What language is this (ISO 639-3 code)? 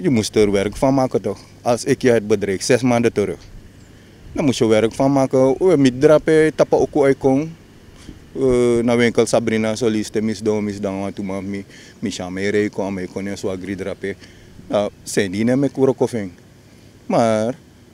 nld